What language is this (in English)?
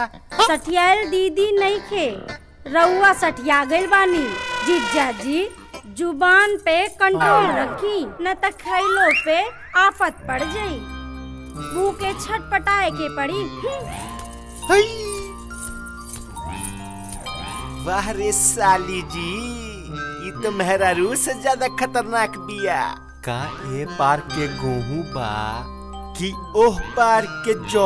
Bhojpuri